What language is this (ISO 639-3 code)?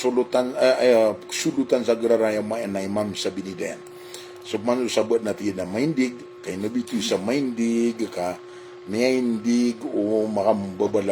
mrw